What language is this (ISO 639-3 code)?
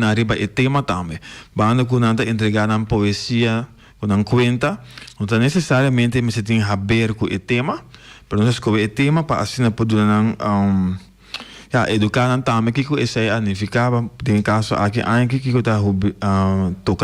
pap